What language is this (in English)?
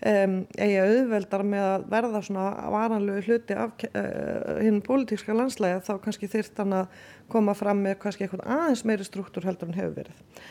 Icelandic